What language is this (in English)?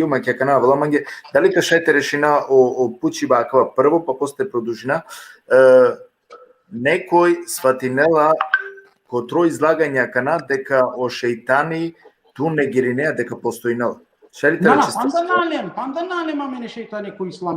Balkan Romani